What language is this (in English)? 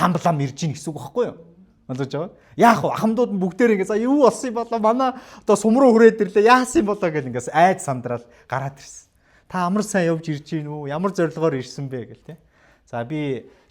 Mongolian